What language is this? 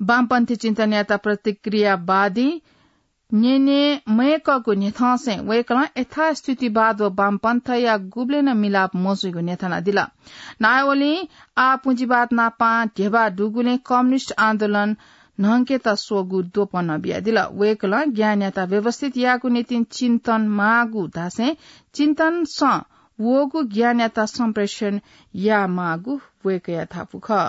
Newari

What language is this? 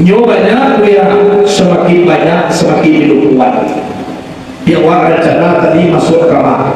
Minangkabau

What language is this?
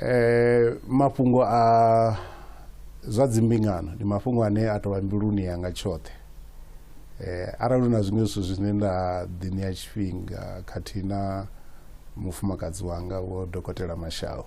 Venda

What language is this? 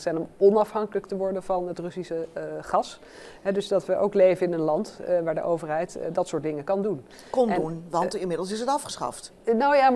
Dutch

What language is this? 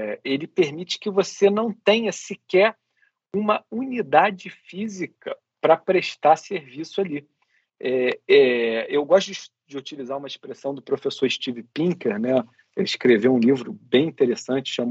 Portuguese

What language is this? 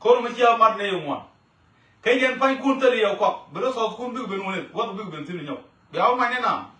Nuer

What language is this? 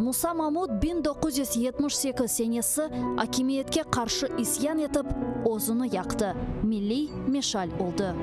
Crimean Tatar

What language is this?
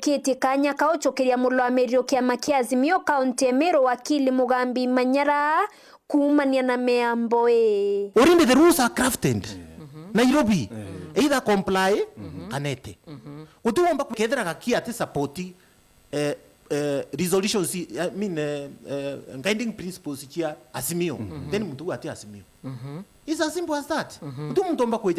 Meru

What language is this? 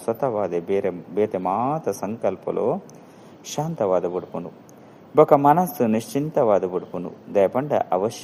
Tulu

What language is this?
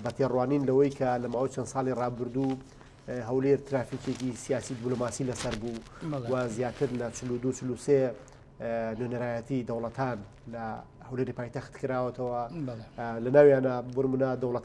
Central Kurdish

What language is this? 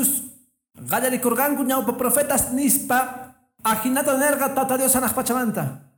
Quechua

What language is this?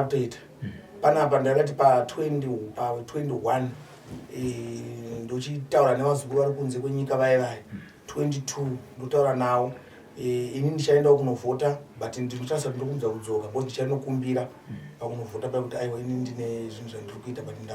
Shona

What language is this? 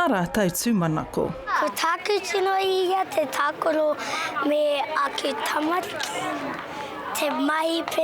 Māori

